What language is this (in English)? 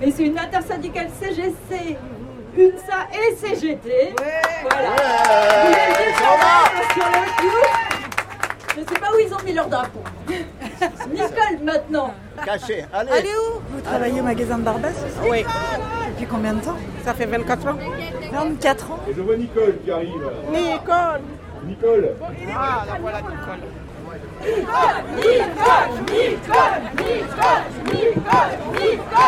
French